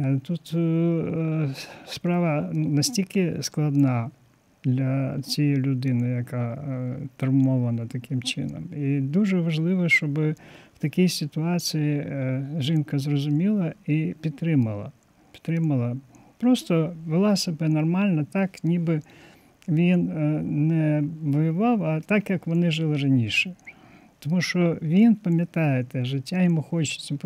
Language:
Ukrainian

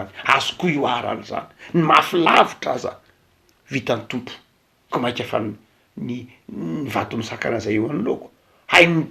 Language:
Malagasy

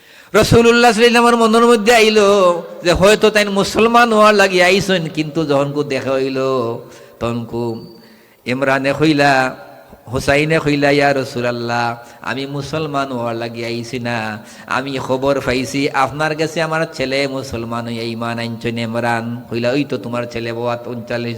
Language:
Sylheti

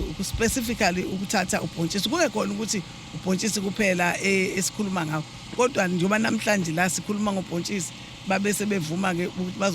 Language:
Zulu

